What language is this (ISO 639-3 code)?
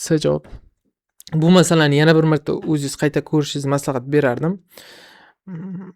uzb